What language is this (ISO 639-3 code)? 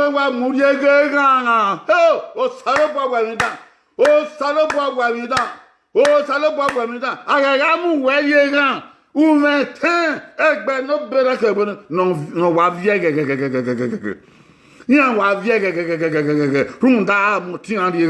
bin